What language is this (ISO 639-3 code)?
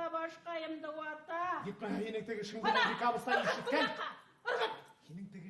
bak